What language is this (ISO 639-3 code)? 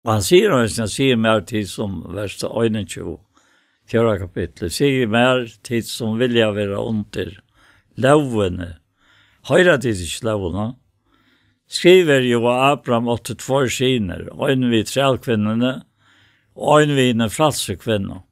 fao